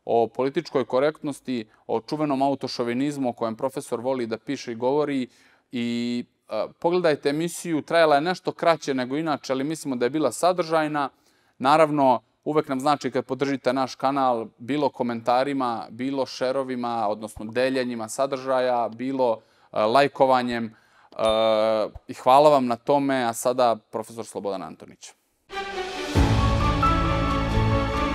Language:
Serbian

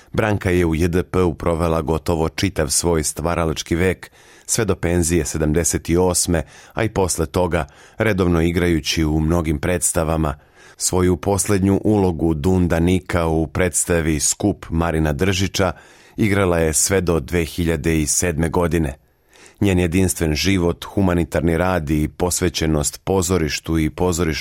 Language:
Serbian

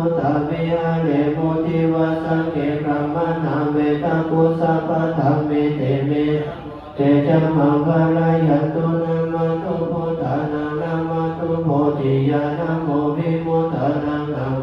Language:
Pali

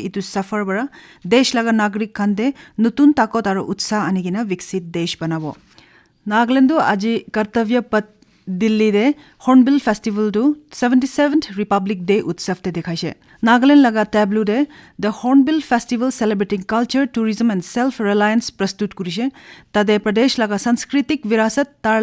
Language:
Naga Pidgin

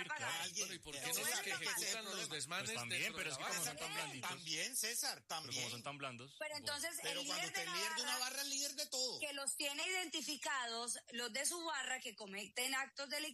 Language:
Spanish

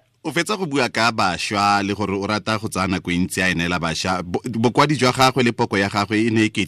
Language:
Tswana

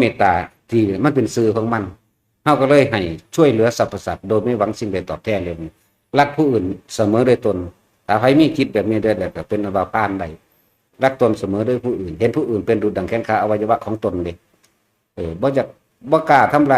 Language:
Northeastern Thai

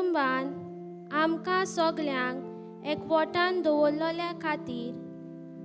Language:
Konkani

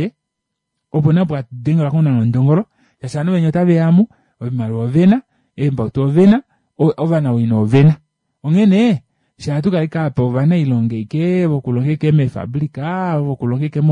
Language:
Kuanyama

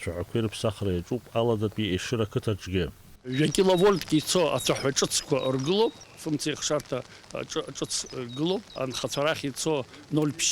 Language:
Abkhazian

